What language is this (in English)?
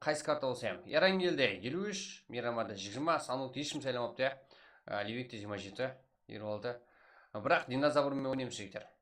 Kara-Kalpak